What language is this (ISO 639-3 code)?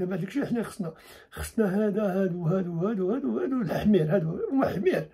ary